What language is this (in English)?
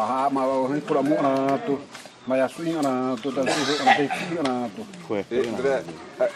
Xavánte